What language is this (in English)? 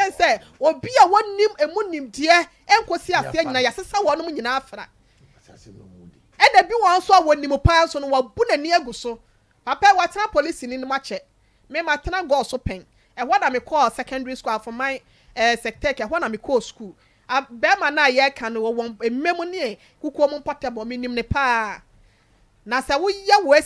Akan